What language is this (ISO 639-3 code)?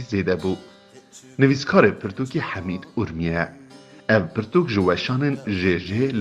kur